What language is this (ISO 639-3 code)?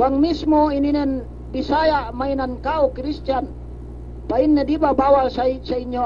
yka